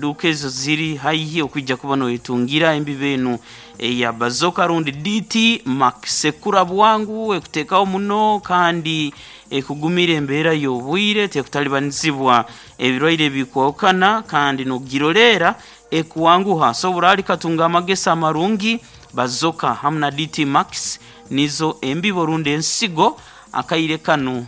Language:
Nyoro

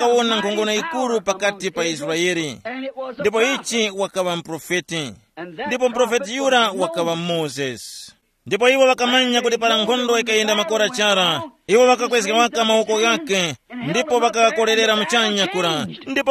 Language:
Tumbuka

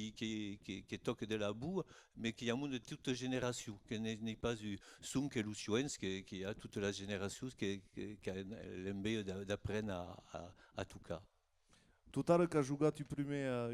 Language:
Occitan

